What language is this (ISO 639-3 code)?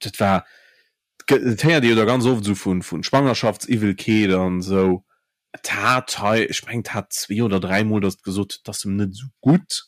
ltz